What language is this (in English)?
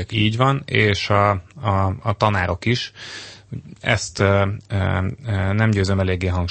Hungarian